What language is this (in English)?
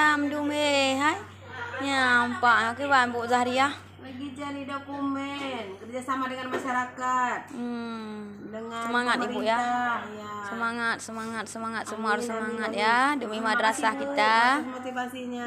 Achinese